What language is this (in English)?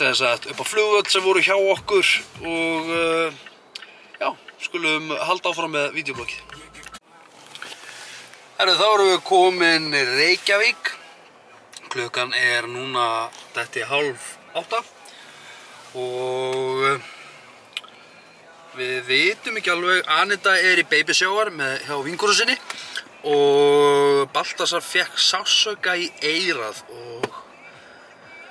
Icelandic